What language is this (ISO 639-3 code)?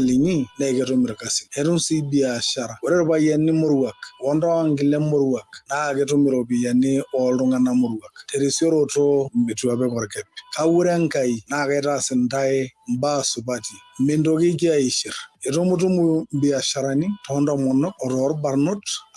mas